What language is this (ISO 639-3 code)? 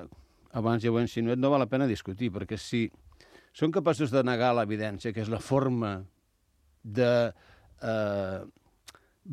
cat